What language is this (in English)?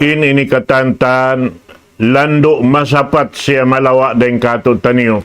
Tausug